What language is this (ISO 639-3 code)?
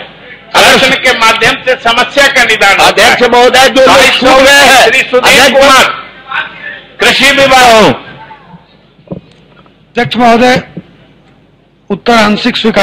hin